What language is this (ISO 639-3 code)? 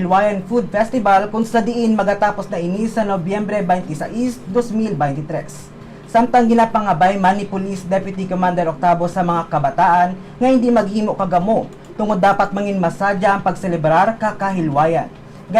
hil